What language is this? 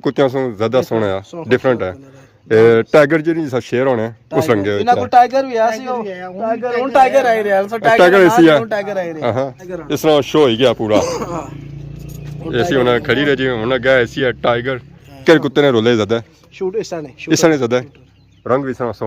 Pahari-Potwari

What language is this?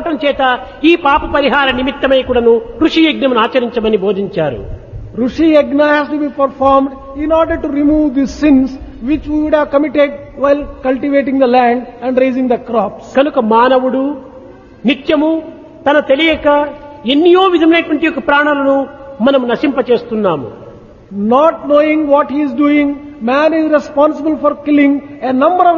Telugu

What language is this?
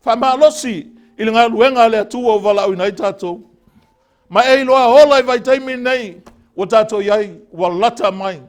Samoan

